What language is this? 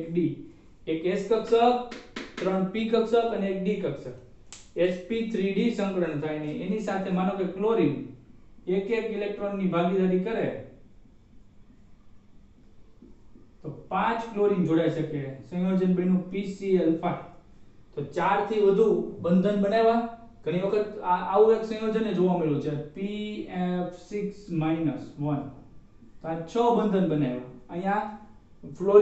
Gujarati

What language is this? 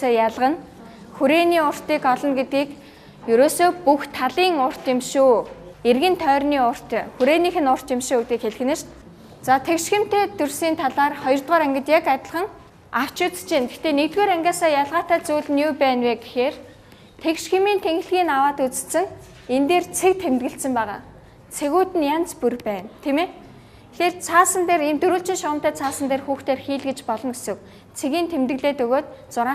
Mongolian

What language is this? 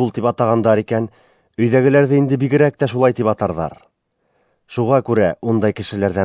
Bashkir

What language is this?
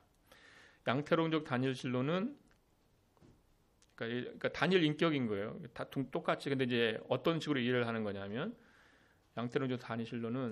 Korean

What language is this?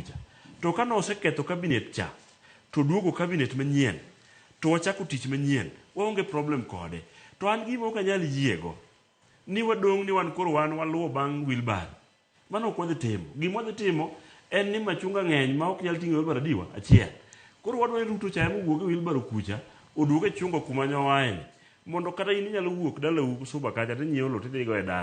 Luo (Kenya and Tanzania)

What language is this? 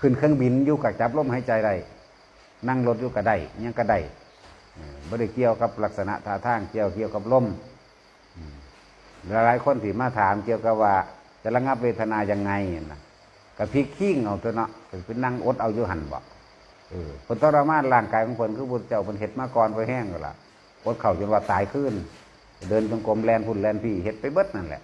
Northeastern Thai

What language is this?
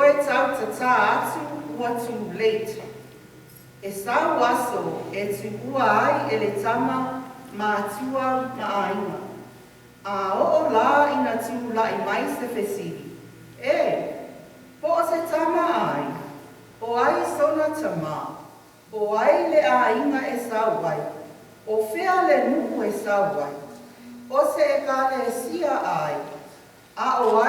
Samoan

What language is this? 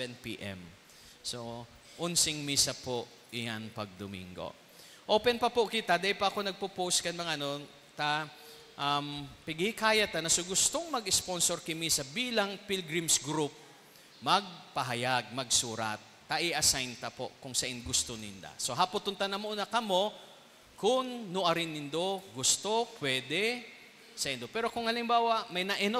Bikol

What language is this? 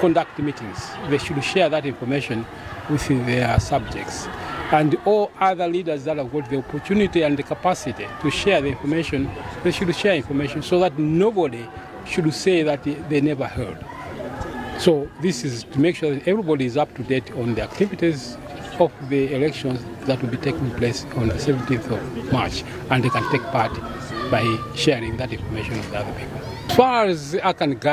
English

